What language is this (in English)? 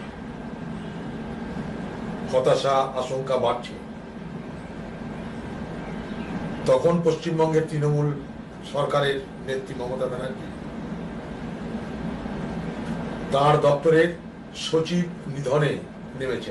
Bangla